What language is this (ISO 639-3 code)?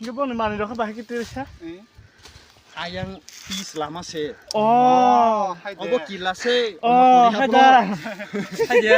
trp